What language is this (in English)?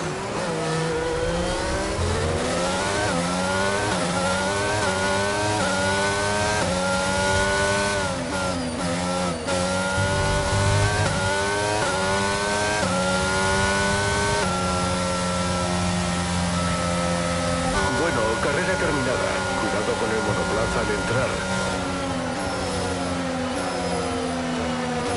Spanish